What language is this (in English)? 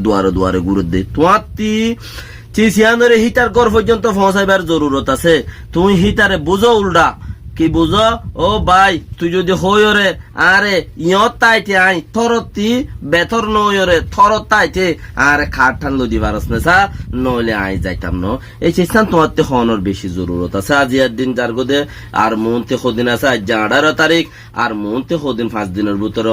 Rohingya